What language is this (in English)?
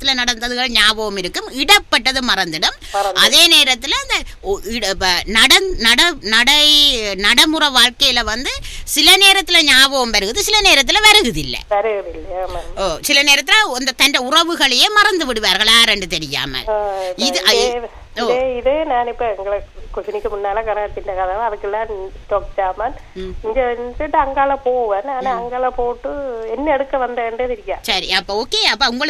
Tamil